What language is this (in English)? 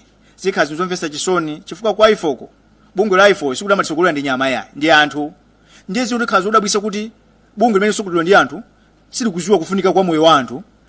Nyanja